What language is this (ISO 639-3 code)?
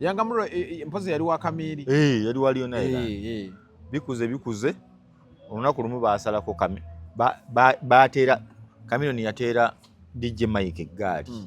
lug